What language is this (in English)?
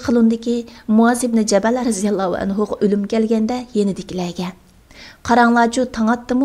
Uyghur